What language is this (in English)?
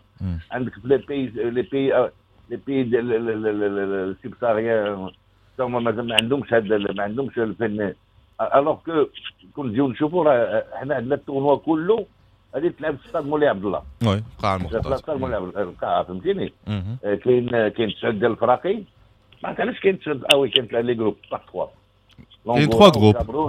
Moroccan Arabic